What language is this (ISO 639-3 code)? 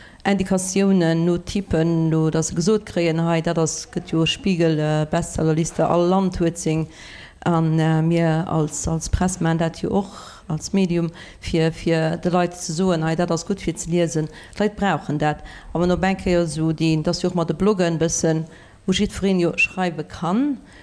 ltz